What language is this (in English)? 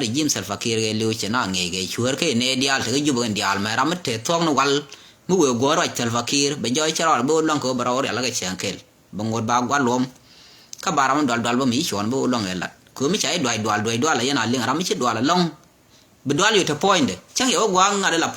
Nuer